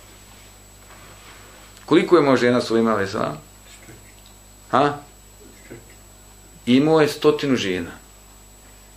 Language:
Bosnian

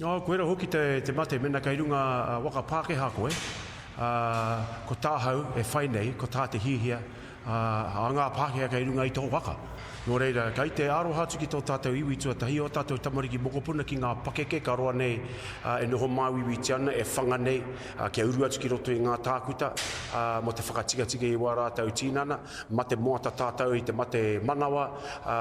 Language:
Māori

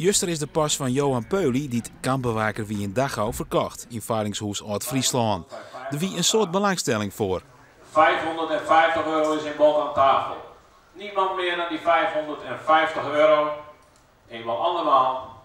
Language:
Western Frisian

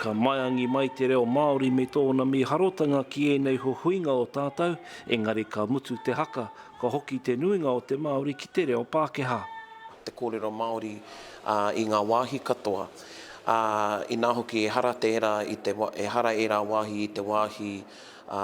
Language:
Māori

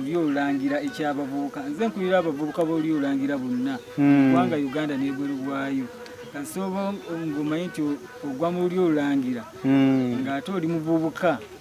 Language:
Ganda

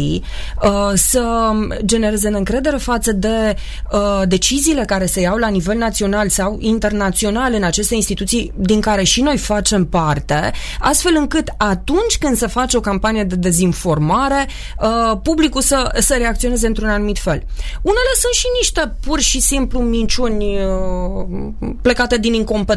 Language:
Romanian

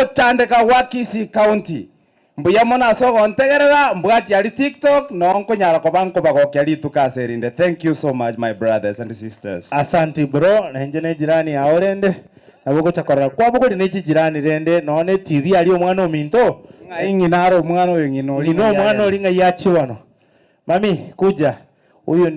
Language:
Gusii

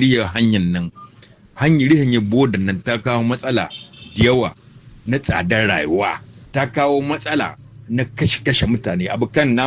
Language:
Hausa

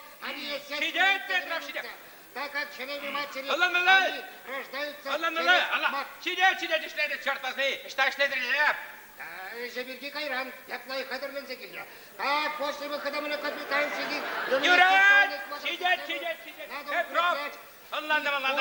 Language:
Chuvash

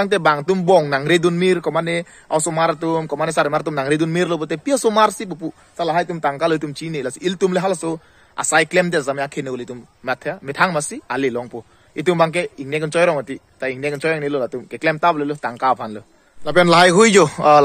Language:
Karbi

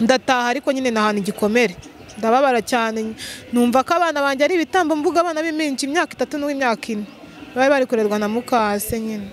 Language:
Kinyarwanda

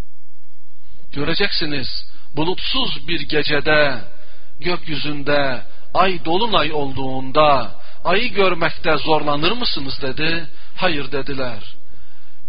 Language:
Turkish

